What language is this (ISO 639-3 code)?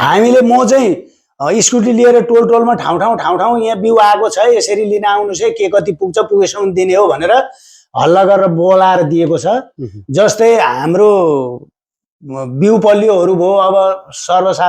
nep